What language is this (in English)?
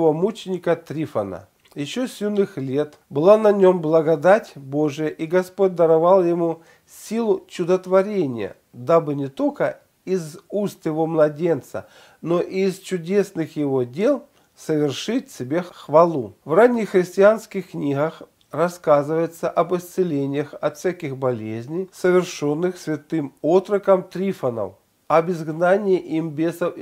Russian